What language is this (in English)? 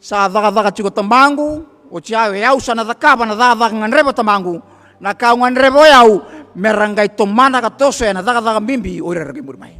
Fijian